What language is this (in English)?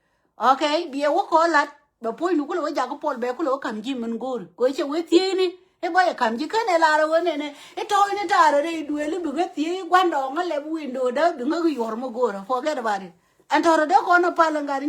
Nuer